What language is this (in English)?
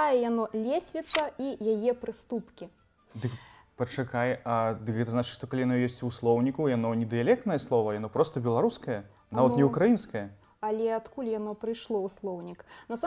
Belarusian